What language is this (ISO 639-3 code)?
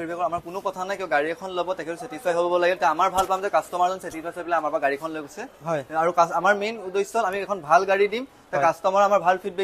asm